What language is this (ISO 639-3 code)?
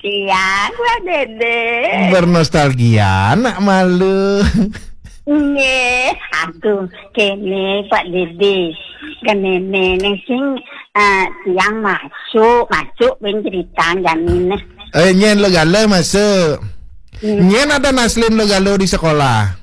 ban